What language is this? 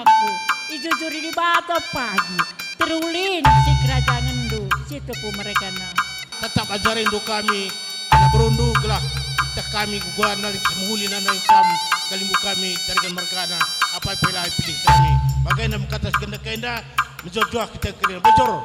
Batak Karo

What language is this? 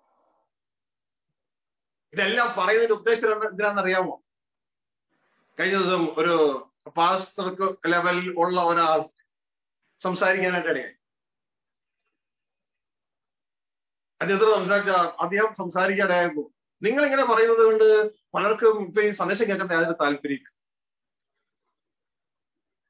Malayalam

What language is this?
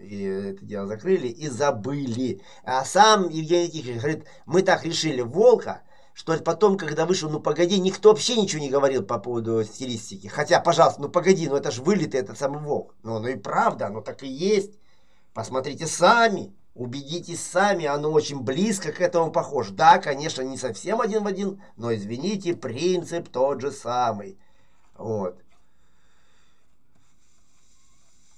Russian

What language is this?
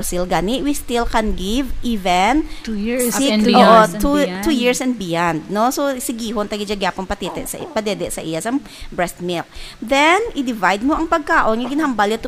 Hiligaynon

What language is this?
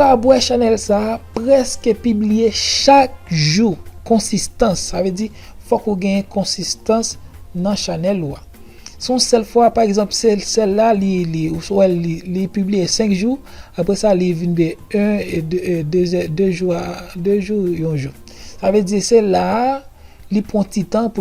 Haitian Creole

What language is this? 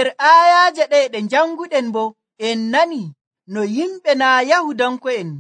Nigerian Fulfulde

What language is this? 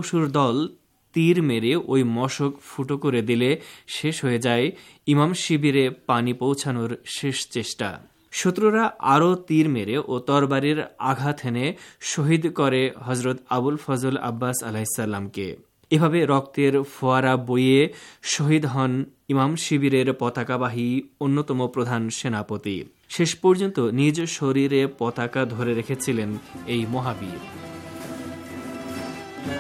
Bangla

